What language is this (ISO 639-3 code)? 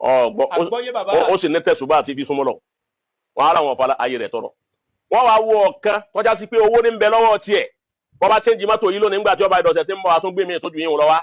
yor